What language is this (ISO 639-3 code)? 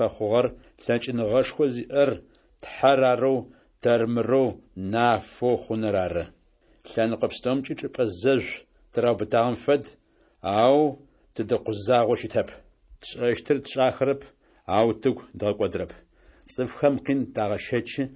ady